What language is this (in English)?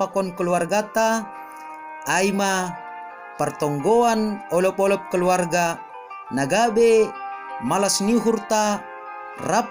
Batak Simalungun